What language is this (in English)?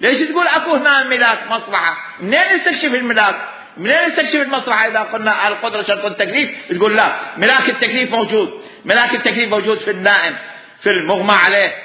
Mesopotamian Arabic